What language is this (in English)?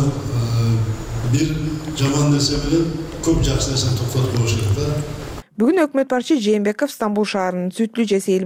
Kyrgyz